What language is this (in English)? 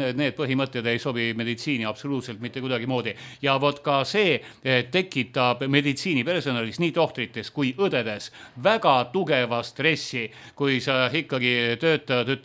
Estonian